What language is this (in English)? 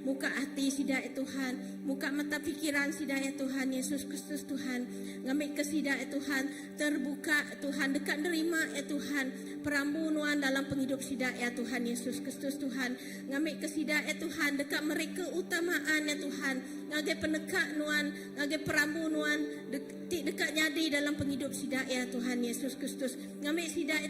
Iban